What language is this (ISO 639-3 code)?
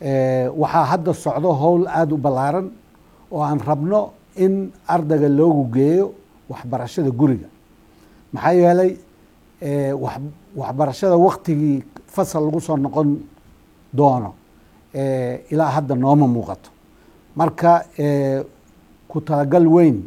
som